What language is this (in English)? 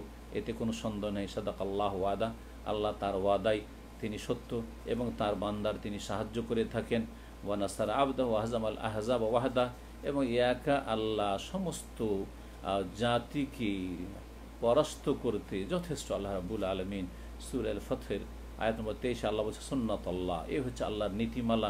Bangla